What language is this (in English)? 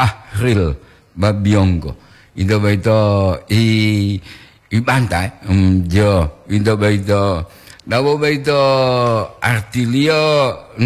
Gorontalo